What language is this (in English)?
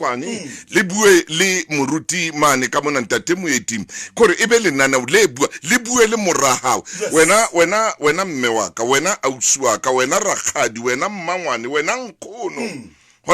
Southern Sotho